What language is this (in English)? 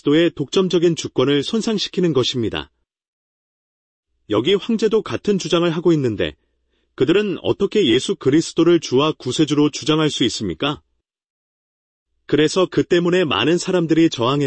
Korean